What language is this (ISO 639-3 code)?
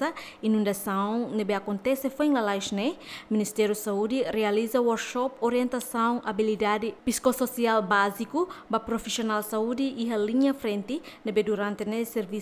tet